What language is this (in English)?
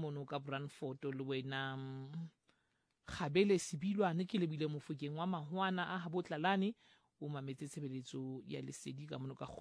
Southern Sotho